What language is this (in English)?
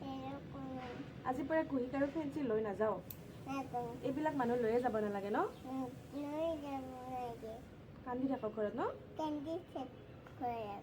Assamese